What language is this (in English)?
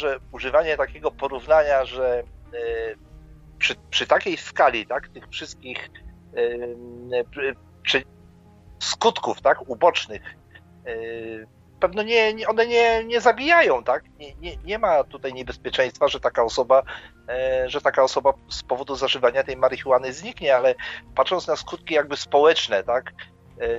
Polish